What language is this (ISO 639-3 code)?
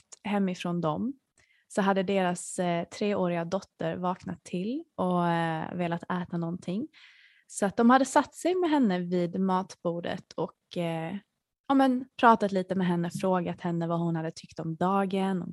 swe